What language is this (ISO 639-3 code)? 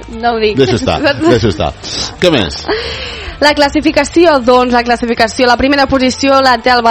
cat